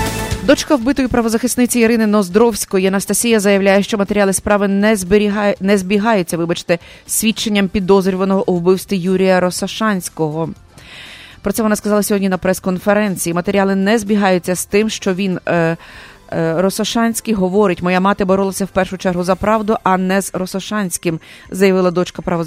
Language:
Ukrainian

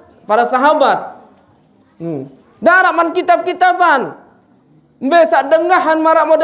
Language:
Sasak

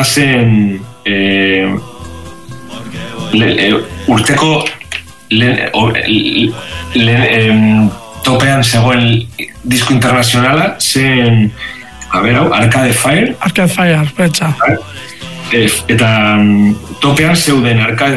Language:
Basque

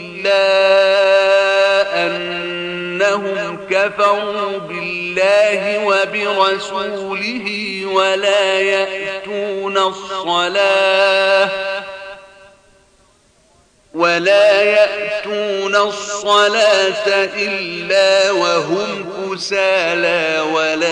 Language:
Arabic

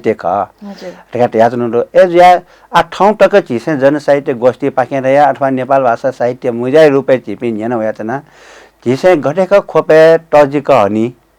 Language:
Newari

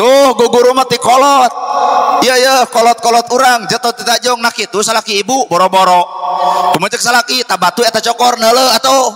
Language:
Sundanese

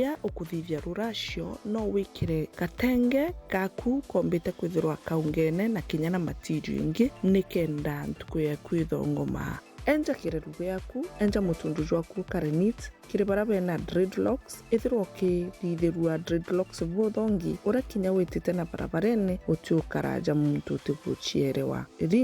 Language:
Meru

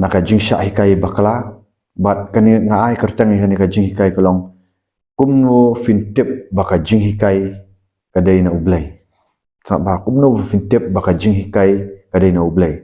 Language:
Khasi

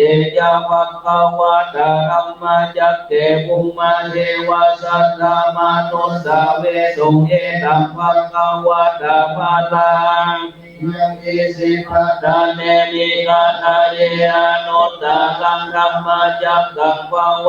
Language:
Pali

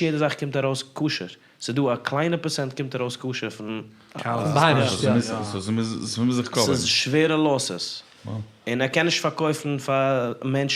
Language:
Yiddish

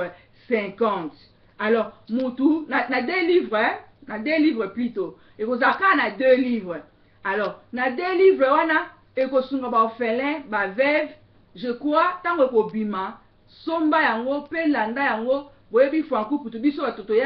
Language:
Lingala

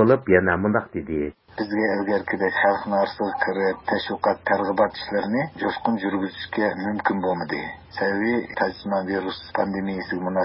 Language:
Uyghur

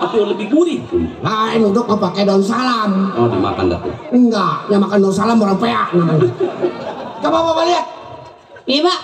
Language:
Betawi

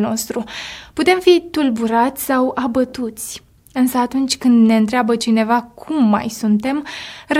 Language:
Romanian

